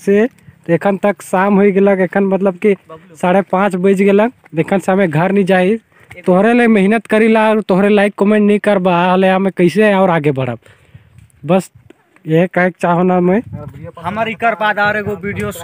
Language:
Sadri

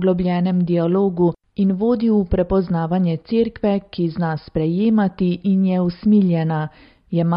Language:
Slovenian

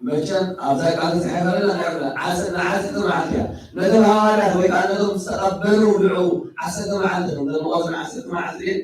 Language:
Tigrinya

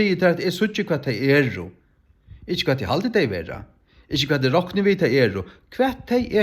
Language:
Faroese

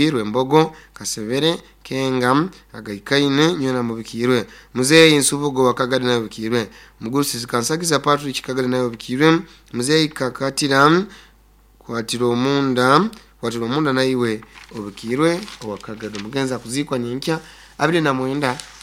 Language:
Nyankole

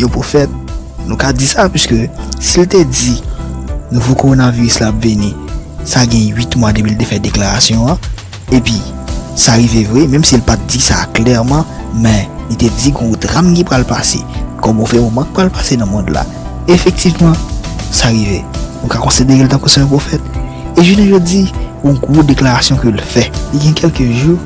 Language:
Haitian Creole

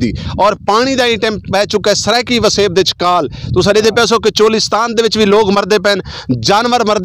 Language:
Saraiki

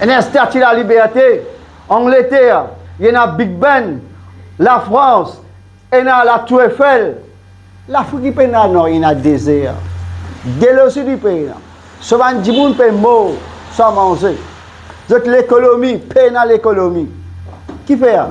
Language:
Morisyen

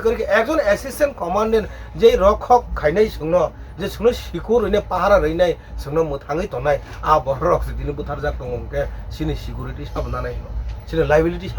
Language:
Kok Borok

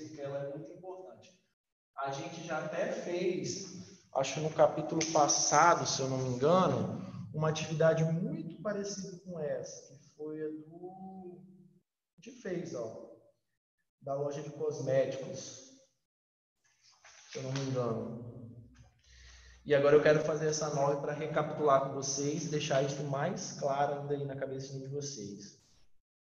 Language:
Portuguese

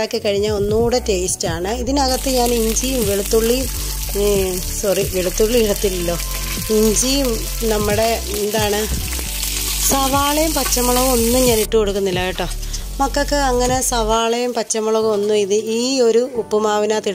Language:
Malayalam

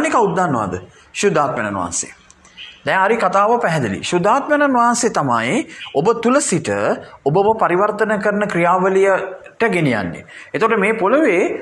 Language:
Sinhala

